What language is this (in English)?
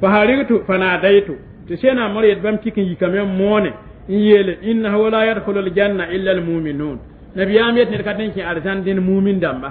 Mossi